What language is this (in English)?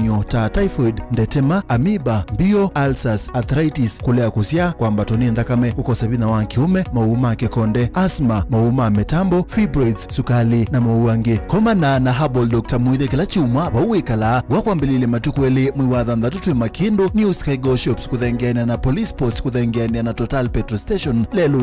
Kamba